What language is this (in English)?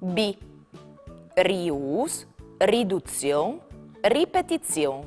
Friulian